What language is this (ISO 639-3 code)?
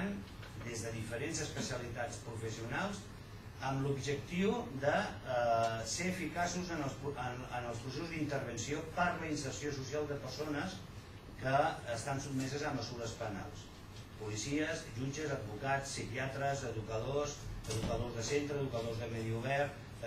cat